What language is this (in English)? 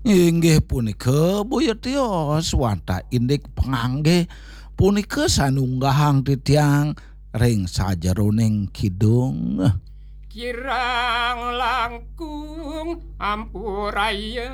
Balinese